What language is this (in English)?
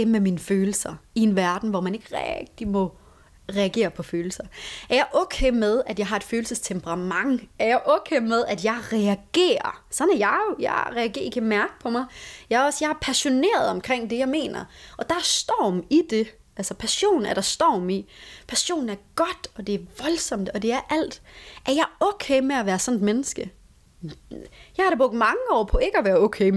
Danish